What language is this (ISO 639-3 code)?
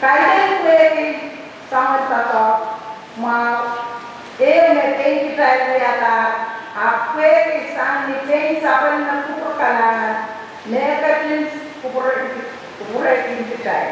pon